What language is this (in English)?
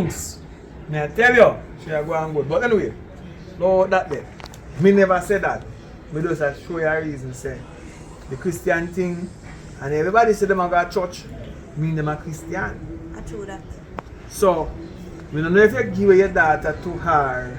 Jamaican Creole English